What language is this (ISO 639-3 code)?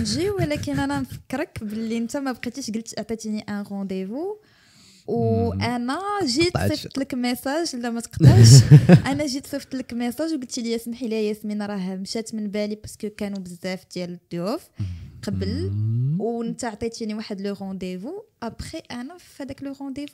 ary